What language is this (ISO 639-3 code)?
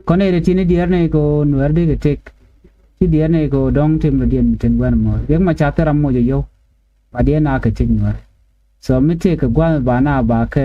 nus